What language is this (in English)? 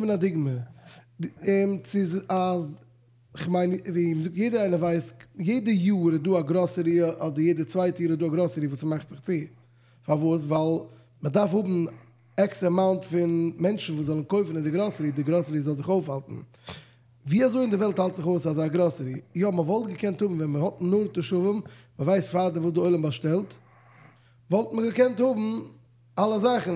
Yiddish